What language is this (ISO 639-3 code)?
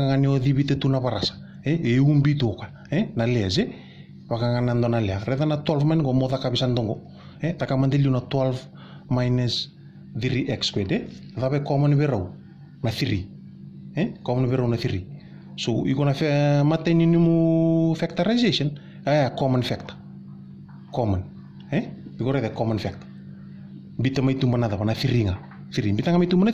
fij